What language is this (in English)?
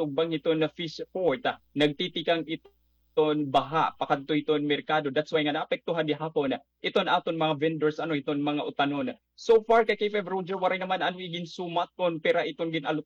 Waray